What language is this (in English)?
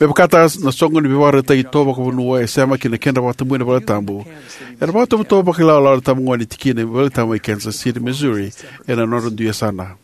Fijian